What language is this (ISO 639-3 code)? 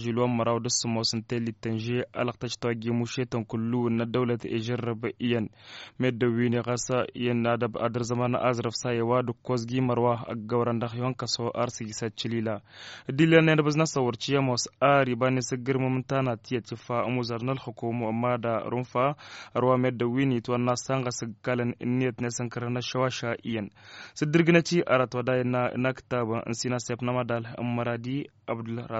taq